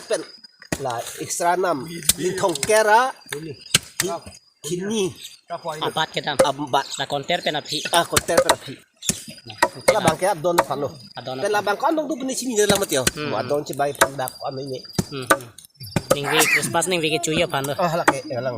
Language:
Karbi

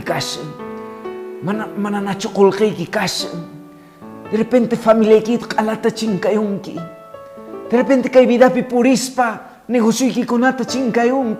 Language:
Quechua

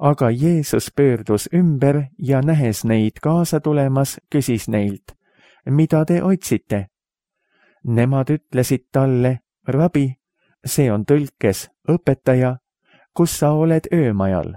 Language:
Estonian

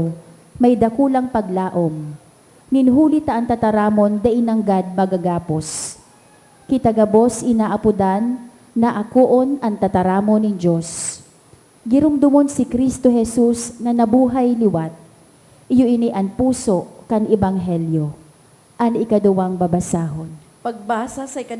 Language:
Bikol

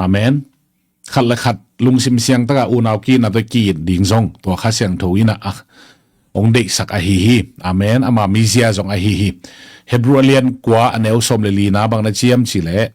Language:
Tedim Chin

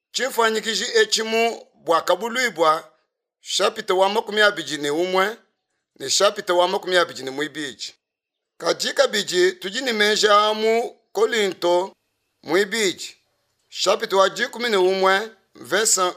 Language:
Luba-Lulua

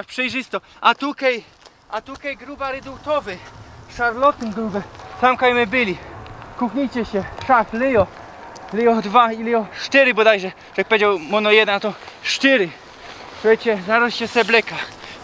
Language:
Silesian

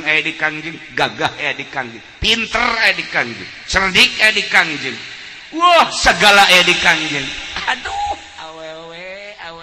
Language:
Sundanese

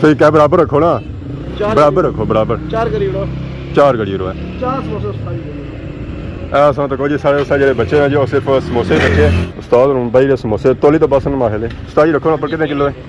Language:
Pahari-Potwari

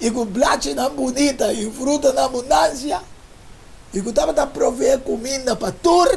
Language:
Papiamento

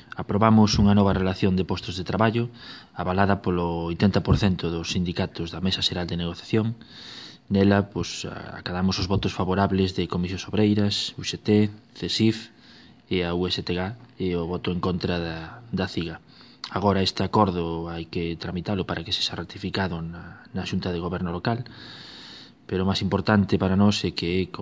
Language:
Galician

